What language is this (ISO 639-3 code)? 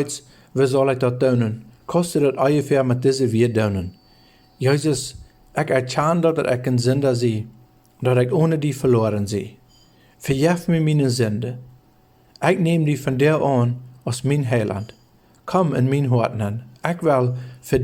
pdt